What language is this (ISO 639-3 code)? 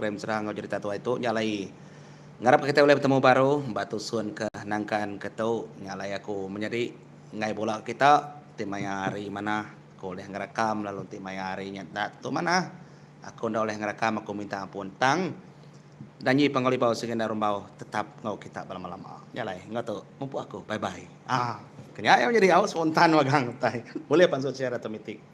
iba